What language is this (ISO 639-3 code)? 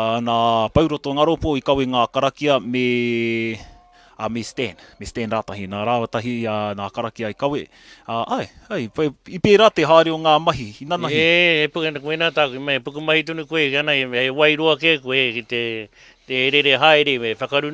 mri